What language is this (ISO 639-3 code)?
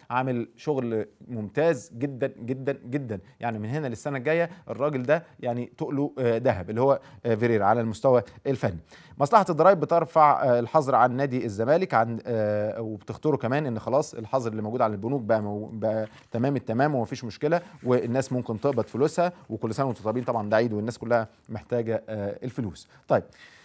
arz